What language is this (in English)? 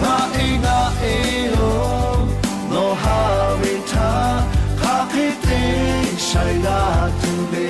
Lahu